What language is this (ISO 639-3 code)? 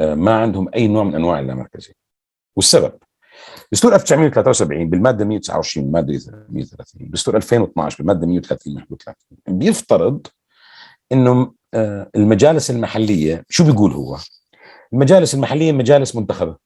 apc